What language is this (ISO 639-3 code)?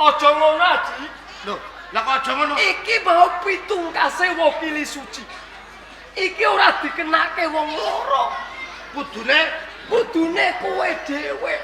jav